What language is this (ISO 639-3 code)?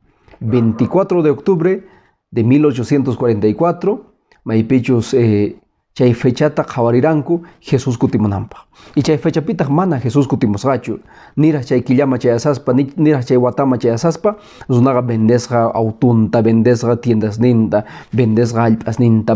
que